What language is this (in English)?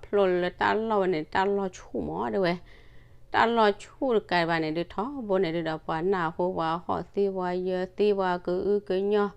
S'gaw Karen